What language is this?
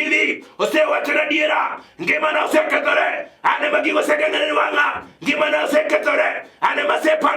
Luo (Kenya and Tanzania)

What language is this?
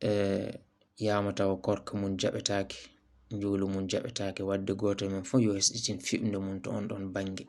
Fula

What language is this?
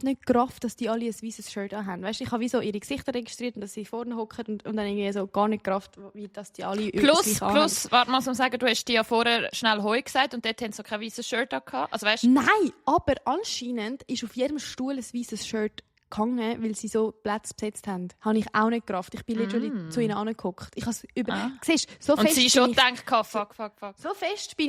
Swiss German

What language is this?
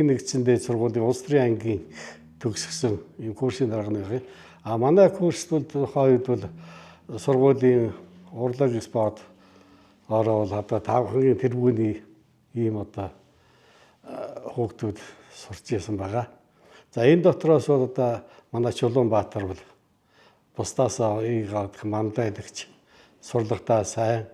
Mongolian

